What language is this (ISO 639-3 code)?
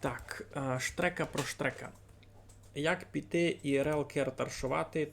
rue